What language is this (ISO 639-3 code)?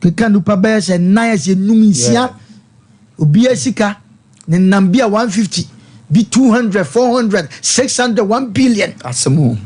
aka